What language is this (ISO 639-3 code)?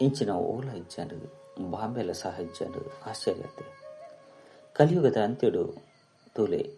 tcy